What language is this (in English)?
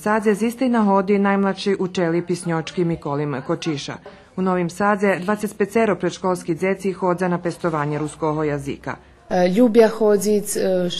Rusyn